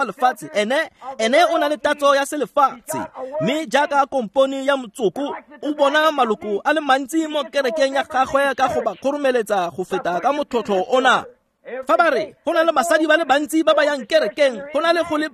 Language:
Tswana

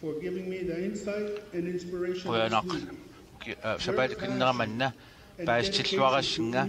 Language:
Kalaallisut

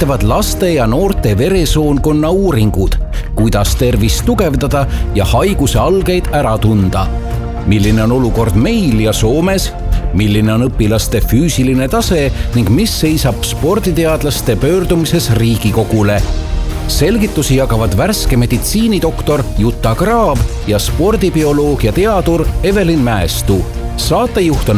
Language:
Estonian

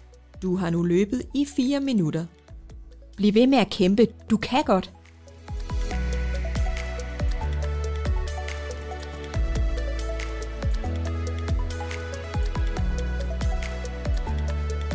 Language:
Danish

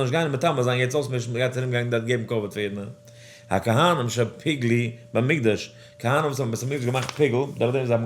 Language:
Yiddish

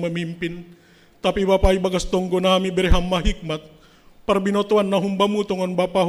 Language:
Batak Simalungun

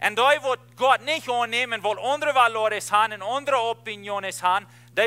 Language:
Plautdietsch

